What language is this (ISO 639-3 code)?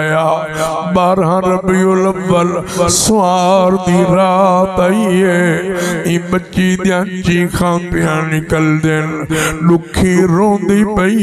skr